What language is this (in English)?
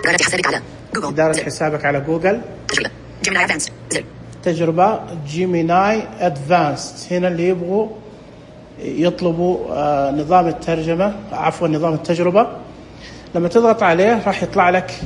Najdi Arabic